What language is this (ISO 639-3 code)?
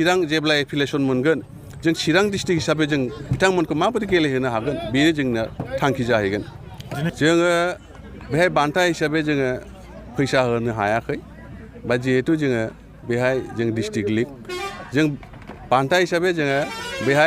brx